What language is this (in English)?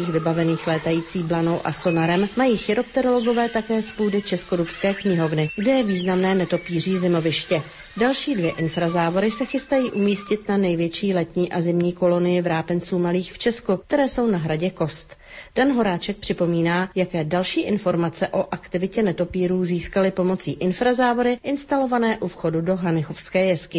Czech